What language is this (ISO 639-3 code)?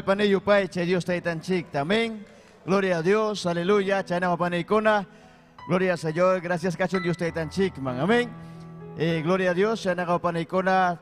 quy